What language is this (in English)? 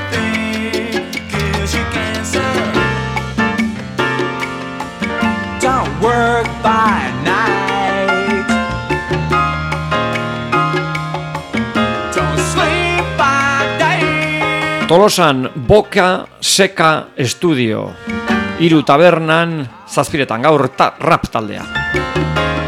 Basque